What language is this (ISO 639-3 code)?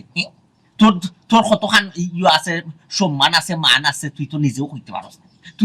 syl